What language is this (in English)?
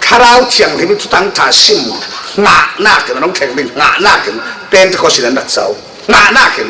Falam Chin